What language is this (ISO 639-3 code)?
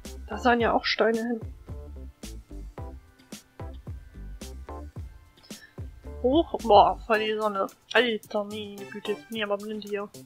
deu